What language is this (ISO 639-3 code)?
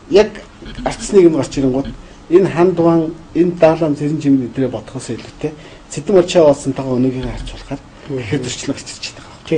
mon